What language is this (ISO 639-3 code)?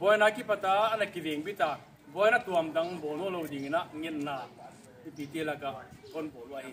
pck